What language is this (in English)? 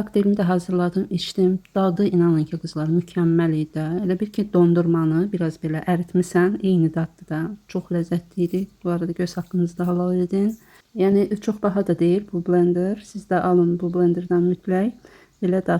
Azerbaijani